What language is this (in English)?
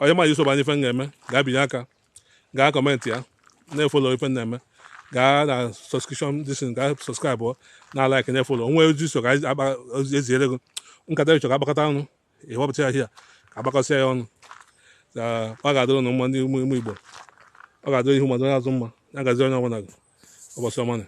Igbo